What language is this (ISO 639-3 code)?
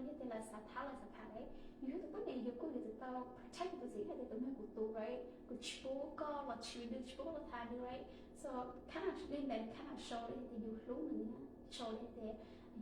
hmn